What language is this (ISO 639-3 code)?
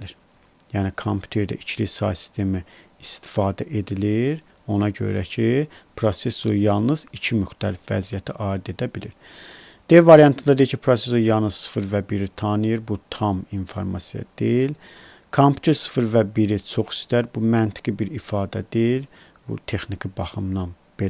aze